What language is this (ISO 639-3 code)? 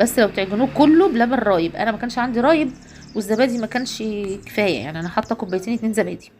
arz